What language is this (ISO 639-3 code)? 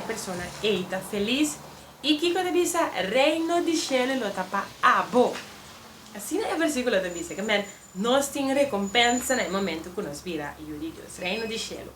pap